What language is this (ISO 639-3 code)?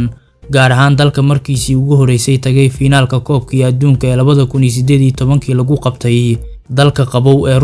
som